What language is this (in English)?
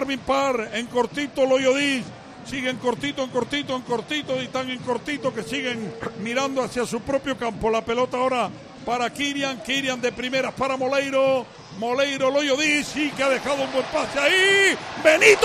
Spanish